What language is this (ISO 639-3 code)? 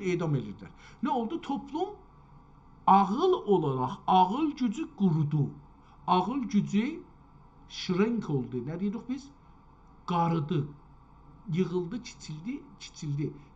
azb